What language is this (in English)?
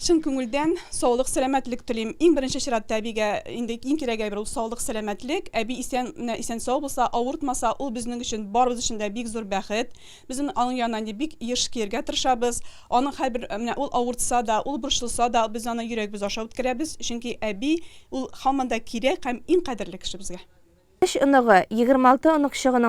Tatar